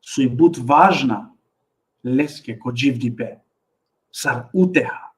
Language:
Balkan Romani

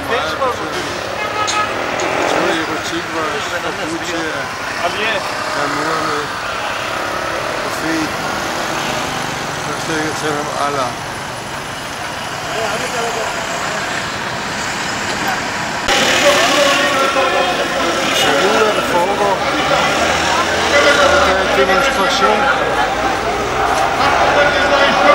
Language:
Danish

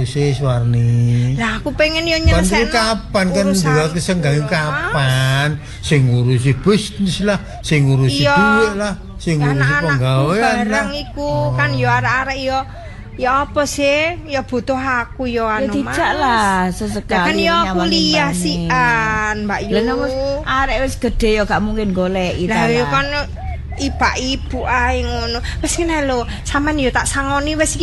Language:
Javanese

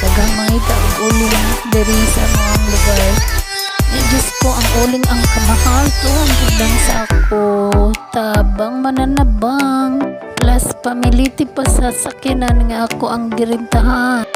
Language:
Cebuano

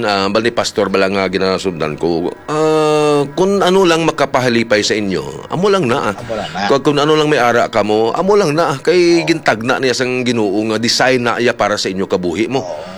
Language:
Hiligaynon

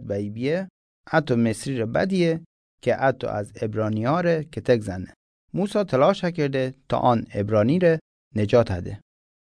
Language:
Mazanderani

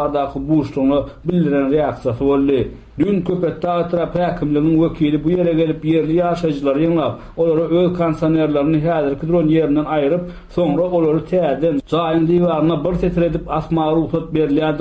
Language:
Turkmen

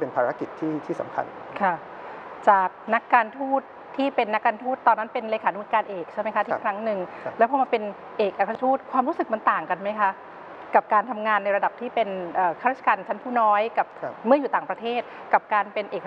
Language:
Thai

